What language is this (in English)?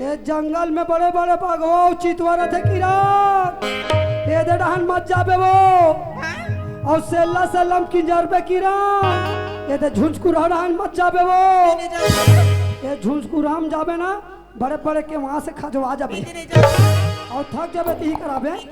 Chhattisgarhi